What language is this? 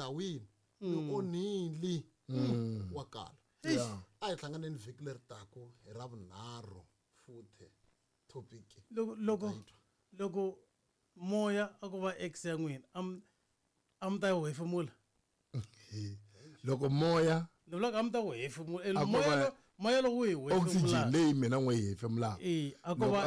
Tsonga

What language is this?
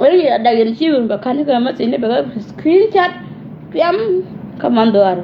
Nuer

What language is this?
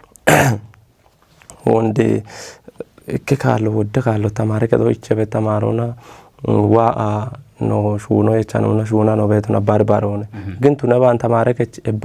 Kafa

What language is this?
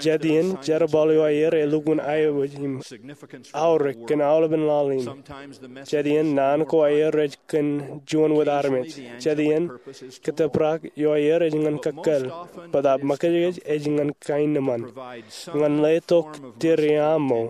Marshallese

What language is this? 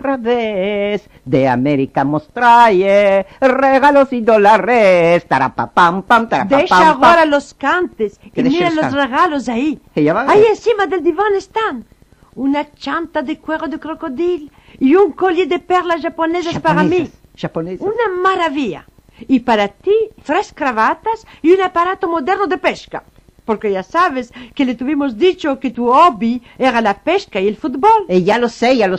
Ladino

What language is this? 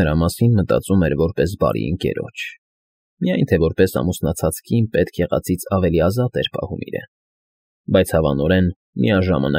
Armenian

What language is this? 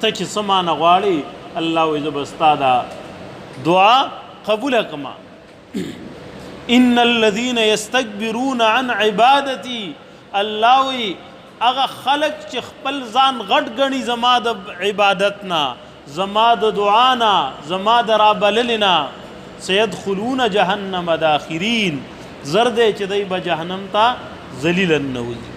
Pashto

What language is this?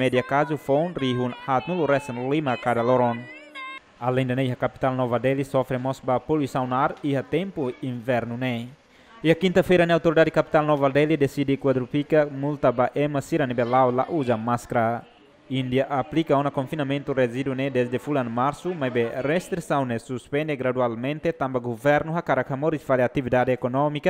Tetum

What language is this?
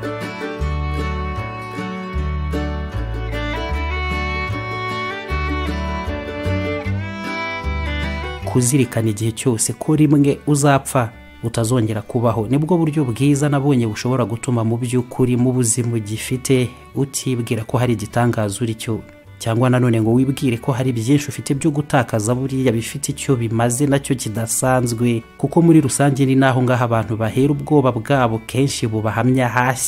Kinyarwanda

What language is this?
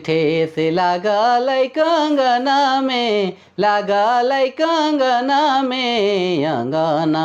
Sadri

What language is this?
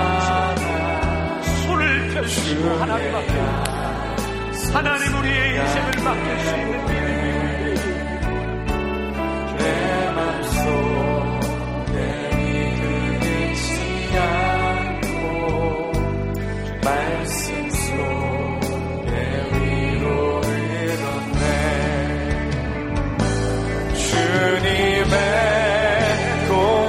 Korean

